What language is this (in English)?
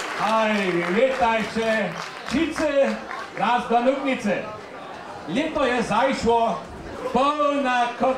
Upper Sorbian